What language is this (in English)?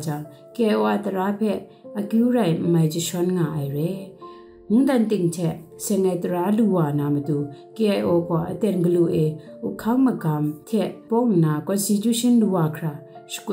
Kachin